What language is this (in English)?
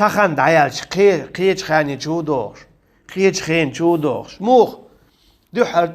Chechen